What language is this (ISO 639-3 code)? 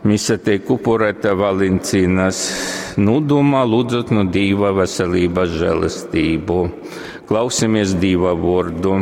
ltg